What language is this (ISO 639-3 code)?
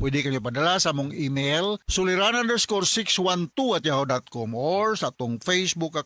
ceb